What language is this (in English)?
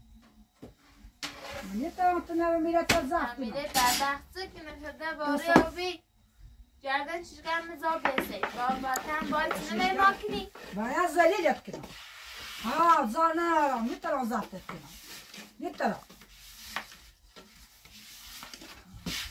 Persian